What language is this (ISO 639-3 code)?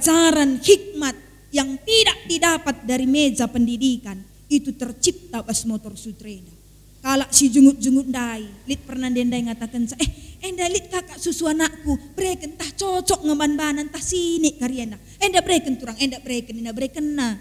btx